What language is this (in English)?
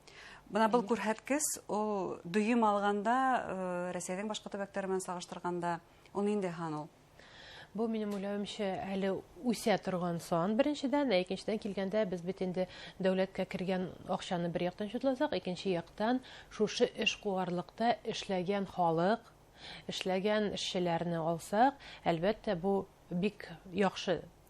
Bashkir